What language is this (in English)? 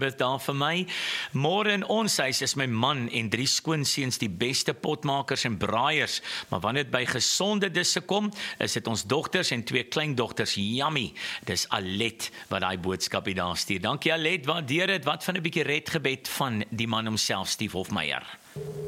Afrikaans